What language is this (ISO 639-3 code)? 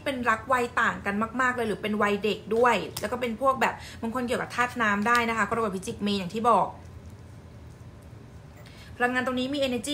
tha